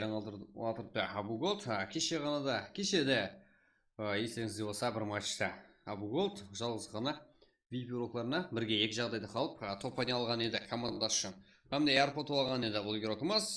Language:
Kara-Kalpak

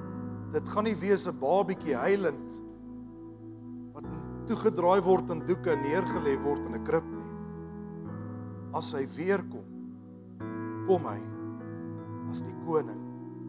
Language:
Afrikaans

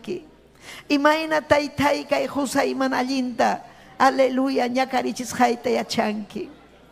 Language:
Ayacucho Quechua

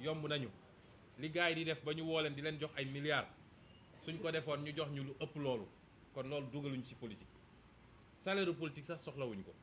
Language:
Wolof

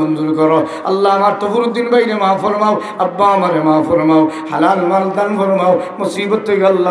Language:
Sylheti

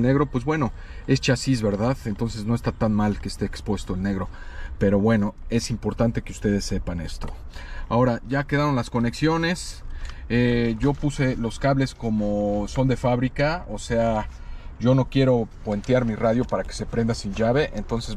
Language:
Spanish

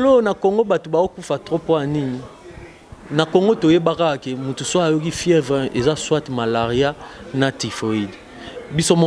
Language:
Lingala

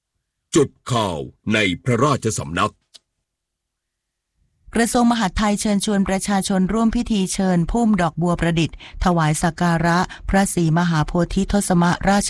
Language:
Thai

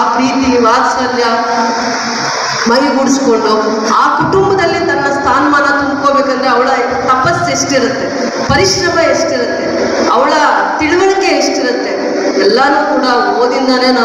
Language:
Kannada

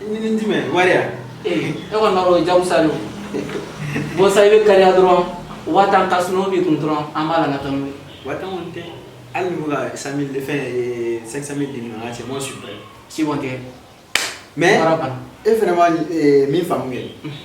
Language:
Bambara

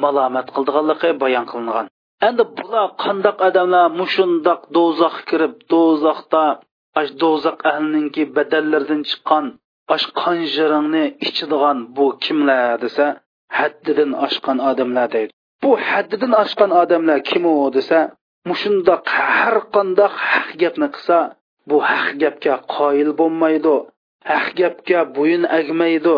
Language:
Uyghur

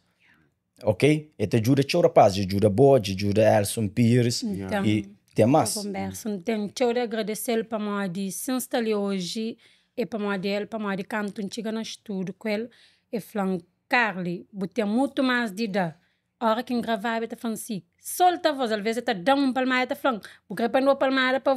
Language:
Kabuverdianu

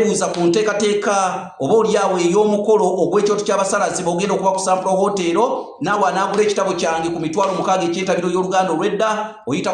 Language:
Ganda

